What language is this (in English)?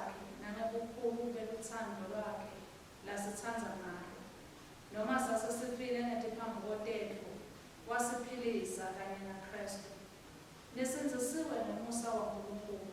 Swati